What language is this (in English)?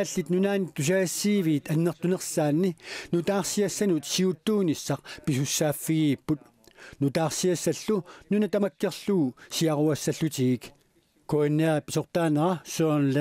Kalaallisut